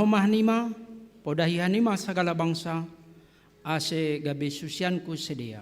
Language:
Batak Simalungun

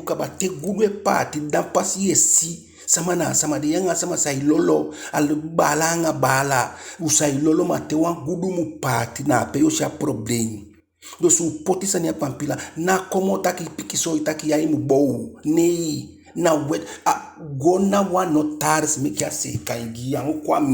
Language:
Eastern Maroon Creole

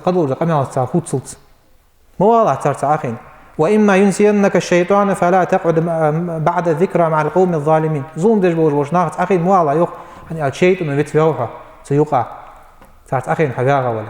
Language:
Ingush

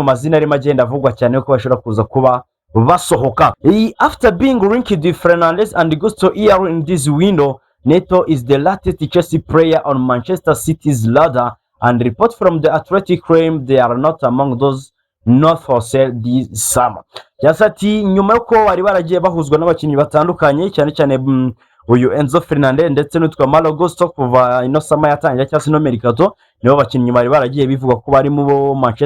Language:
Kinyarwanda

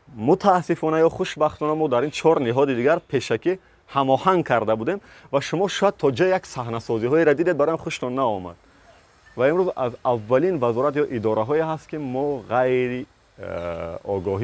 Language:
Tajik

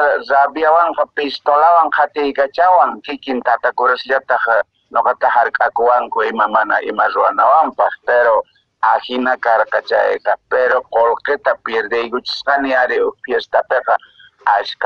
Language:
Quechua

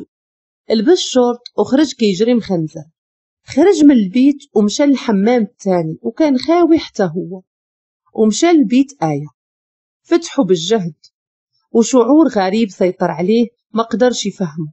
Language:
Moroccan Arabic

